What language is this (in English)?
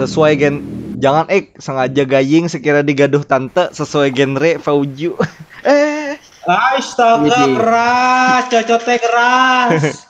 Banjar